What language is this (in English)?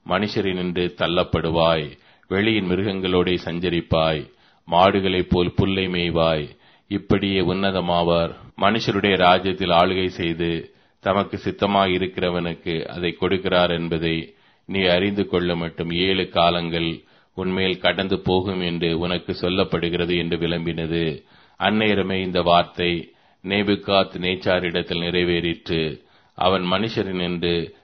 Tamil